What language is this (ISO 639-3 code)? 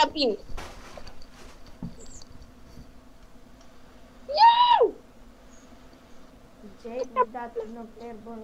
ron